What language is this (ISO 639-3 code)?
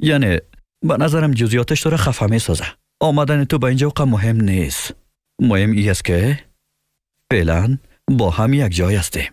fas